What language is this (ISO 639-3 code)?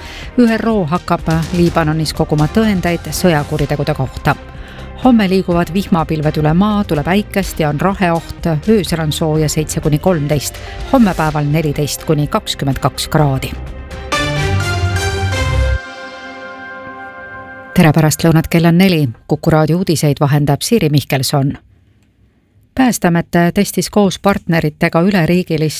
est